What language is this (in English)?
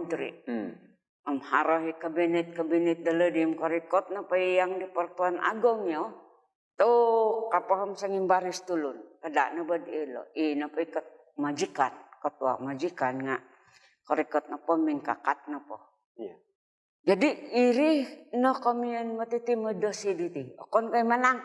Central Dusun